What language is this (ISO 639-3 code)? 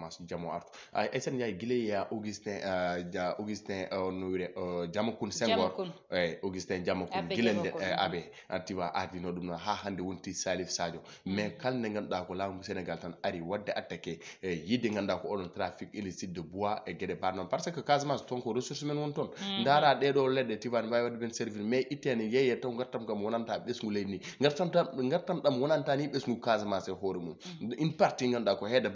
ful